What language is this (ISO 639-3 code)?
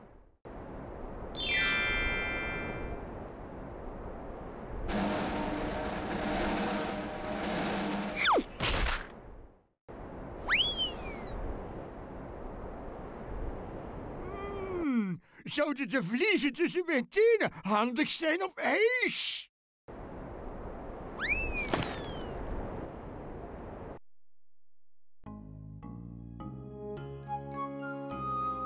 nld